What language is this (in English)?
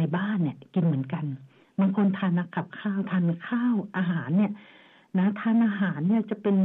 Thai